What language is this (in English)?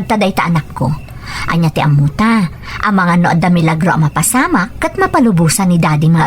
Iloko